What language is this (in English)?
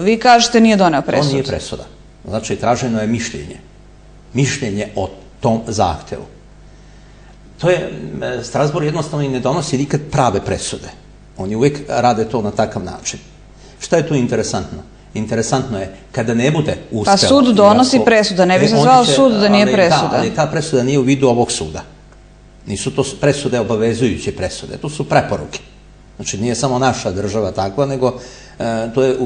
Serbian